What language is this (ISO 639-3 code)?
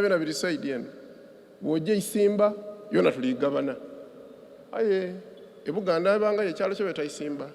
xog